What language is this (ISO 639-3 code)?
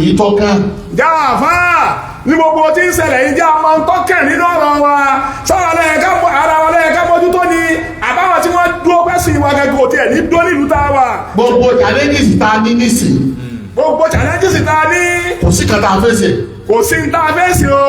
yor